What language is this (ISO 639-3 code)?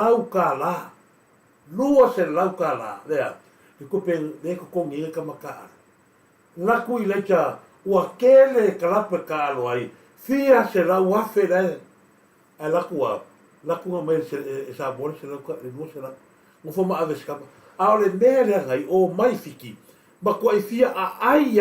smo